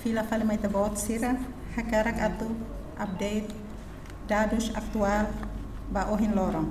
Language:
Tetum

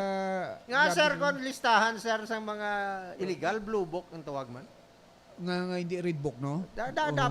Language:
Hiligaynon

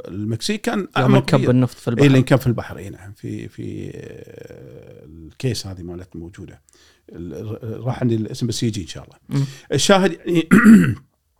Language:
Gulf Arabic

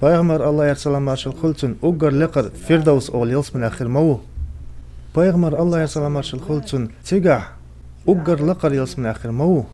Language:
Chechen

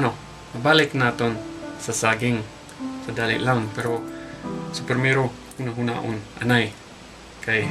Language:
Hiligaynon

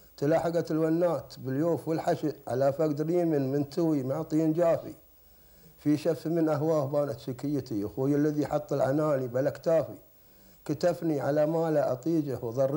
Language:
Gulf Arabic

